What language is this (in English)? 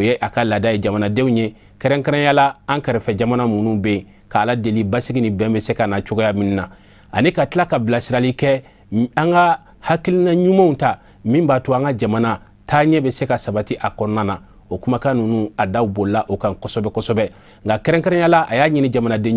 Bambara